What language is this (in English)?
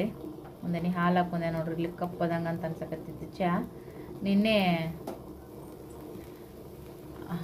Kannada